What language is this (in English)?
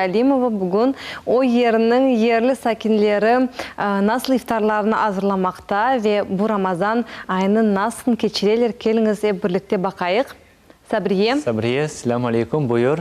Crimean Tatar